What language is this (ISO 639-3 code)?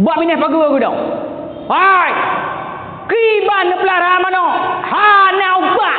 ace